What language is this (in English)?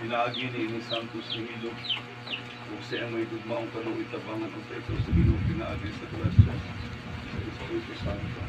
Cebuano